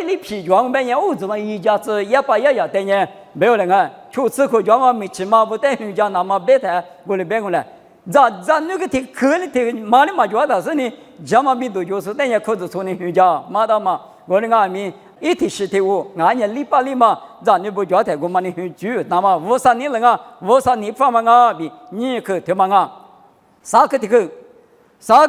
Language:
Lisu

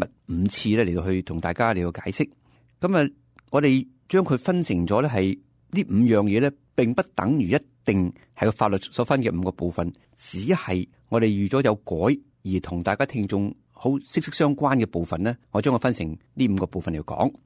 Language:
Cantonese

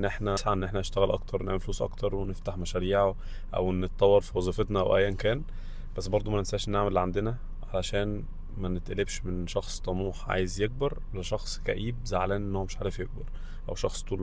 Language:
Egyptian Arabic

